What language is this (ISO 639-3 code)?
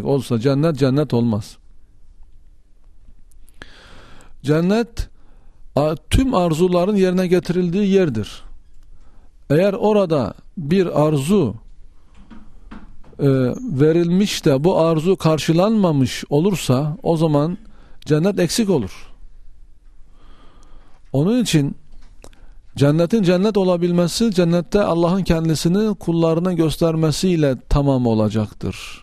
tur